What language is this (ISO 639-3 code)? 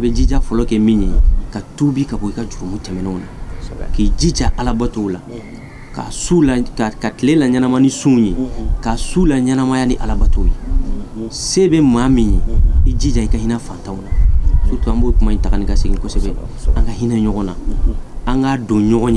bam